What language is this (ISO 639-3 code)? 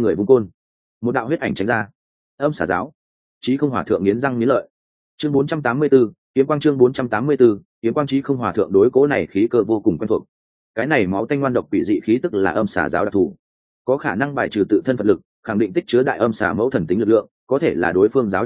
vie